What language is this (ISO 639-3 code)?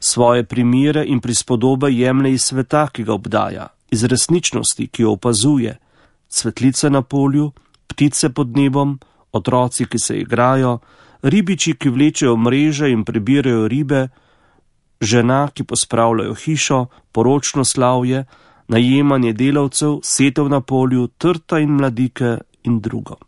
slv